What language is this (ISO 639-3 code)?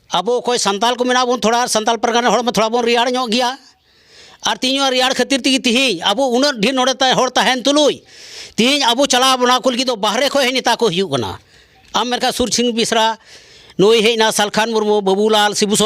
sat